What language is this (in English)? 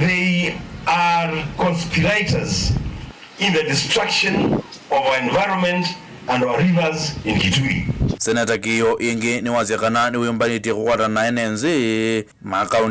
Kamba